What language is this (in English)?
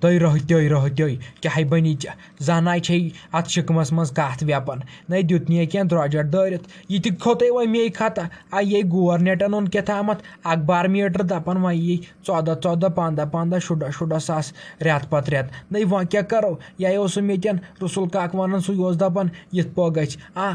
Kashmiri